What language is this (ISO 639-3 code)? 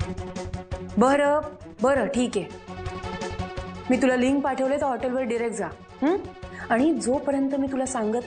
mar